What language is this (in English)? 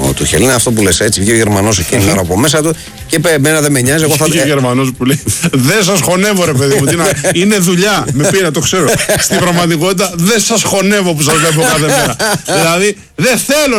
Greek